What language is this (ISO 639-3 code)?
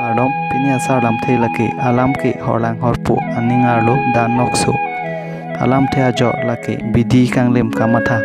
mjw